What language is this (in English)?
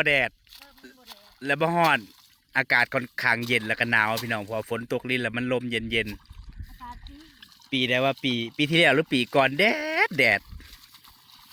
Northeastern Thai